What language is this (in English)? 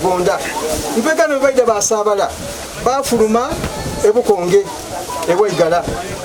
Soga